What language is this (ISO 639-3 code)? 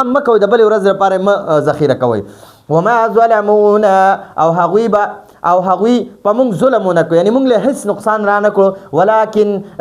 pus